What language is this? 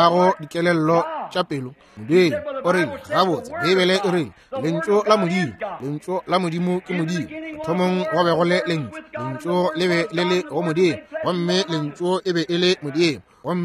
Northern Sotho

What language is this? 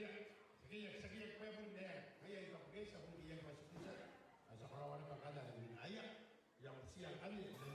Gilbertese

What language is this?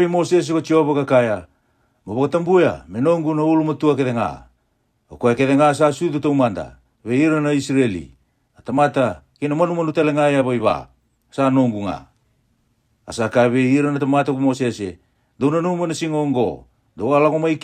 Fijian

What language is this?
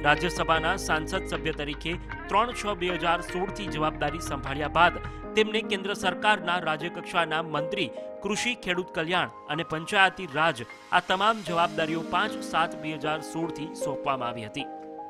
Gujarati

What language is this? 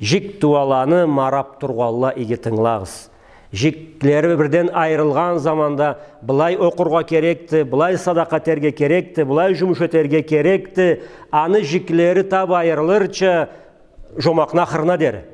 Karachay-Balkar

